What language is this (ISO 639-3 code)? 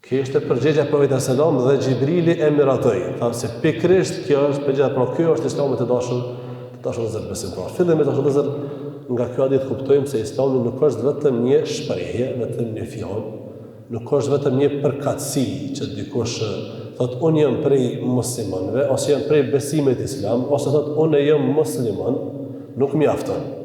sqi